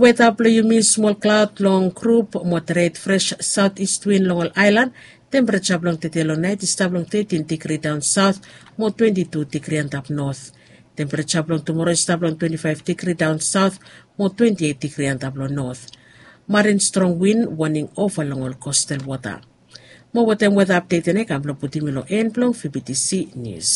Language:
Bislama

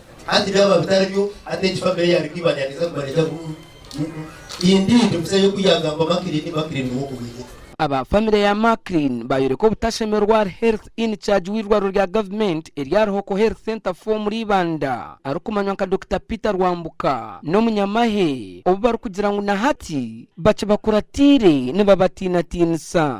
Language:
Nyankole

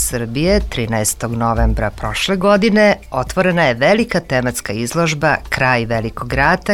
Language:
Serbian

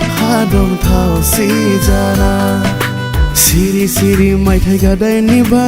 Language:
Dimasa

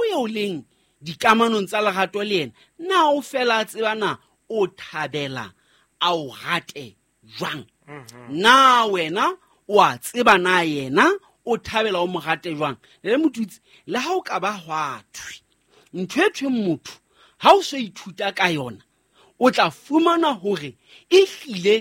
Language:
Southern Sotho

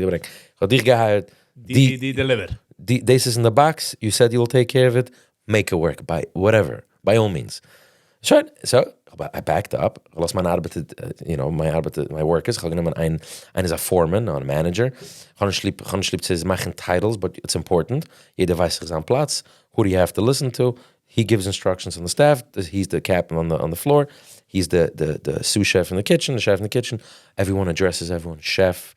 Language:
Yiddish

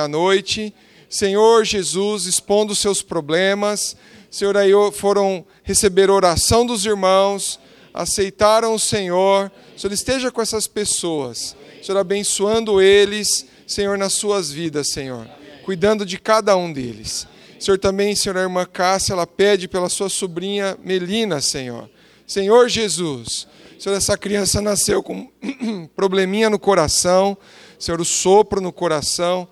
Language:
Portuguese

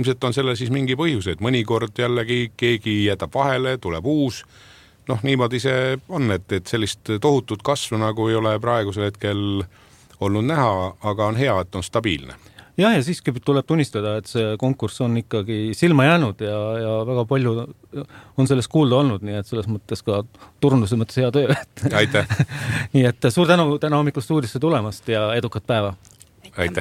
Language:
Estonian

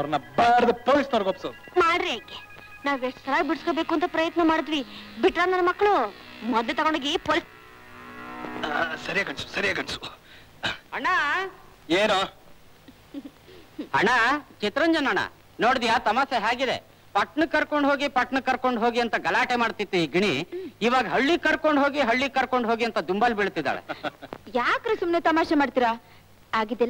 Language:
Kannada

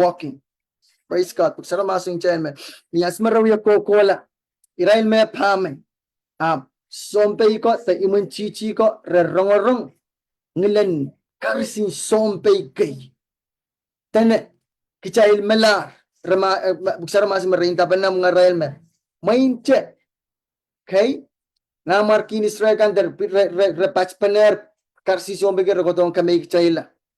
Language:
Pohnpeian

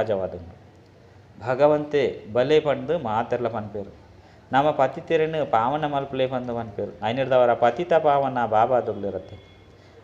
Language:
Tulu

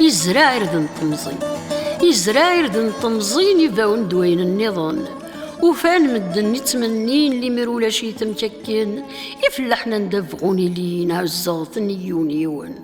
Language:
Kabyle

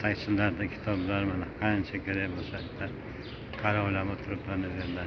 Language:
Uzbek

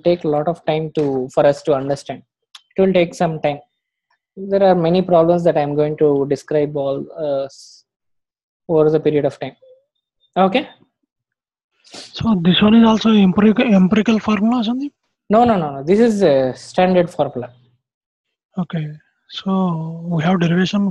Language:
English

